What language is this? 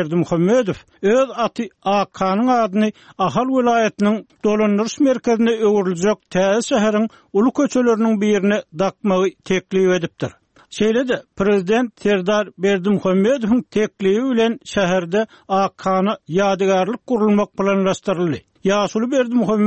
Turkmen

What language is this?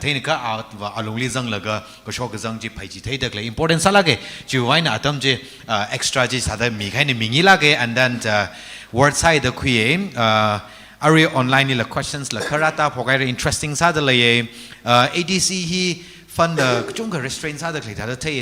Tangkhul Naga (India)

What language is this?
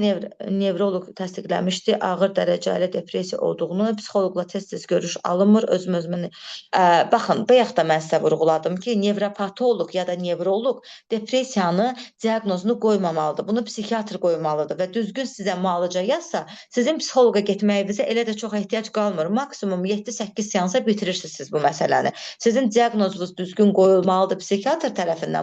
Azerbaijani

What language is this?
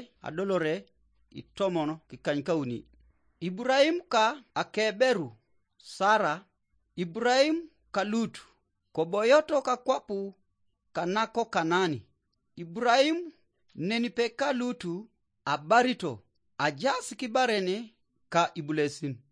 Teso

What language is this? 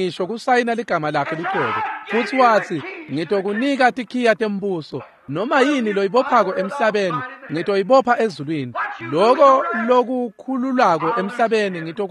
Swati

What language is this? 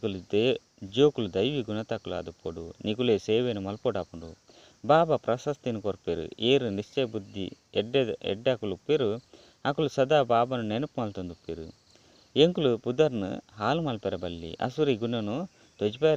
Tulu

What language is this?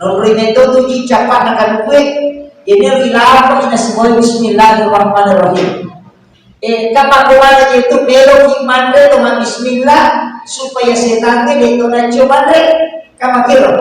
Buginese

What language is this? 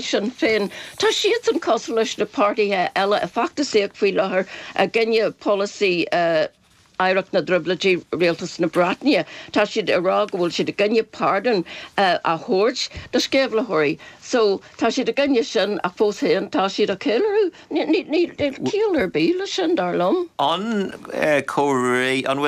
Irish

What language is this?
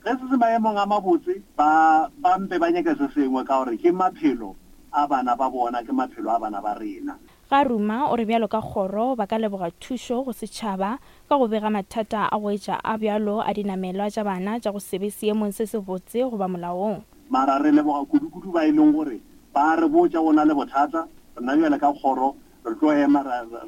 Northern Sotho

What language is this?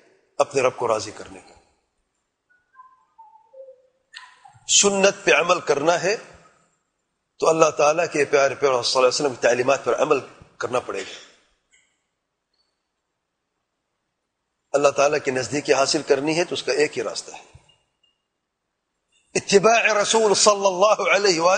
Urdu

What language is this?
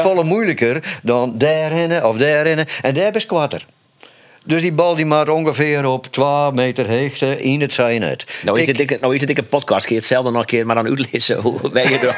Western Frisian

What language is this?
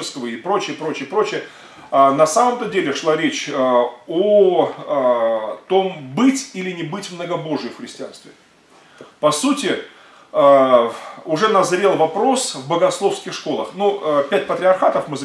Russian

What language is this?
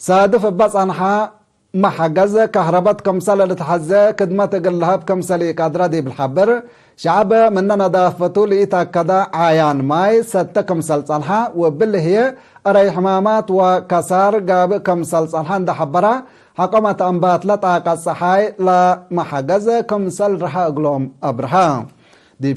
Tigre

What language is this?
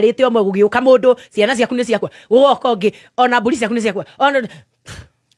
Kikuyu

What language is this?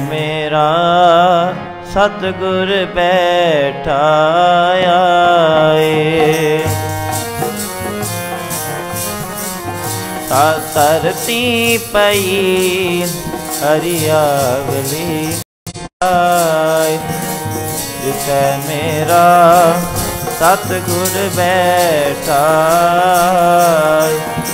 Punjabi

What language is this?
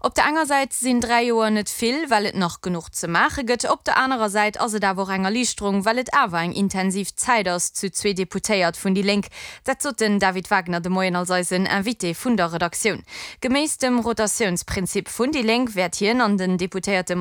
Luxembourgish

